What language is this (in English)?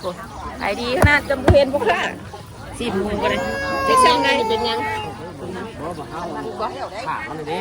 Northeastern Thai